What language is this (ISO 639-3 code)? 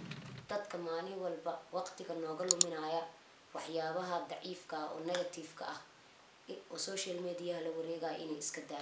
som